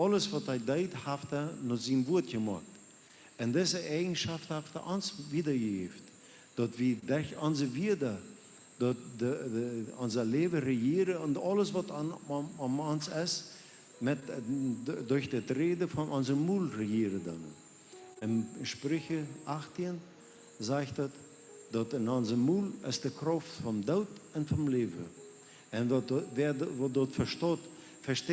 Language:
Plautdietsch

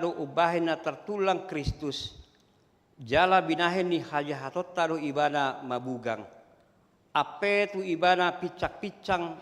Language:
Batak Toba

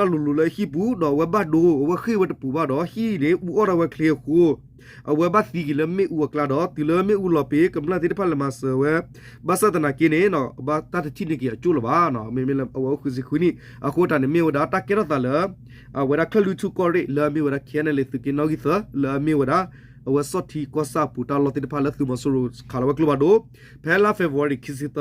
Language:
S'gaw Karen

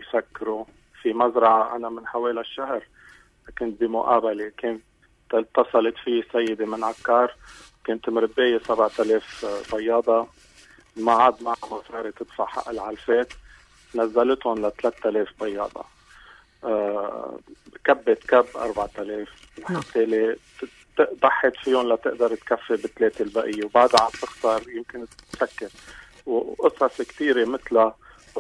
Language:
North Levantine Arabic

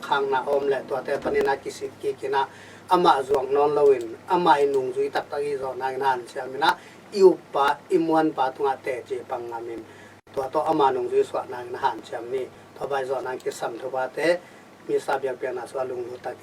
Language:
Tedim Chin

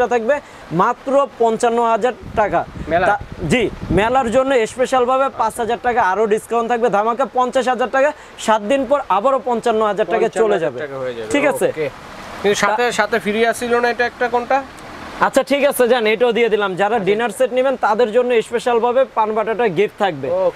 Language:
Bangla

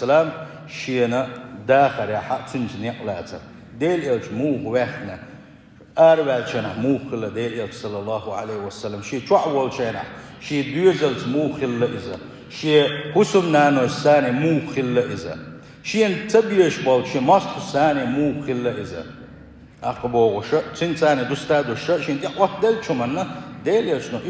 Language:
Chechen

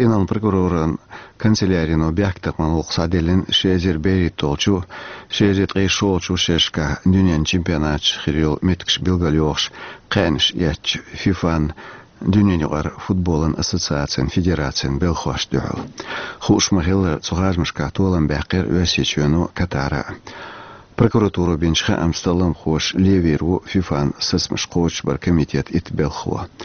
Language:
Chechen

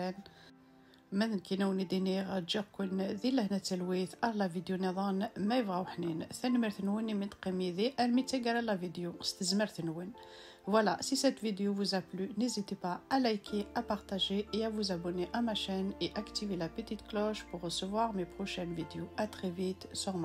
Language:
Kabyle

